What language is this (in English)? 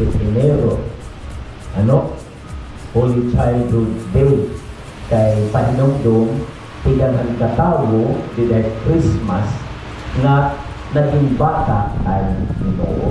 Waray